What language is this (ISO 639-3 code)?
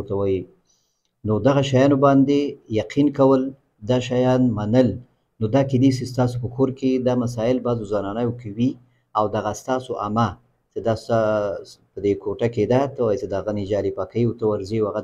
pus